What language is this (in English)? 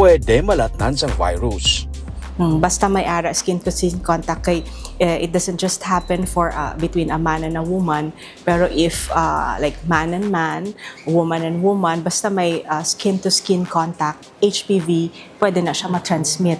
Hiligaynon